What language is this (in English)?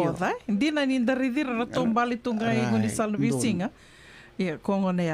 Fijian